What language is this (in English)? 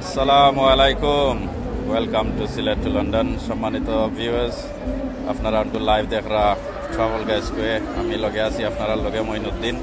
Sylheti